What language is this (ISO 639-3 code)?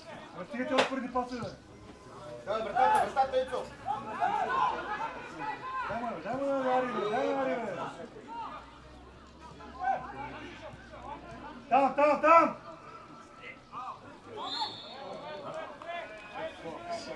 bul